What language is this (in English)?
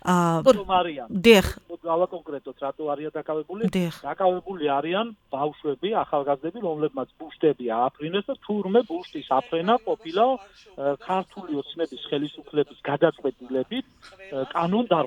Georgian